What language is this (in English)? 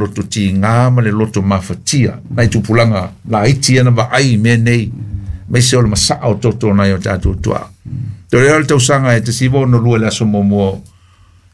Samoan